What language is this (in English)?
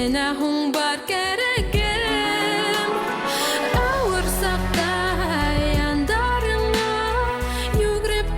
Bashkir